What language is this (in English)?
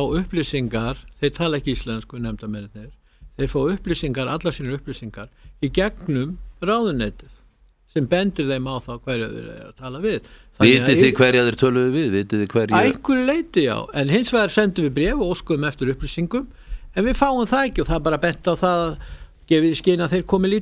Icelandic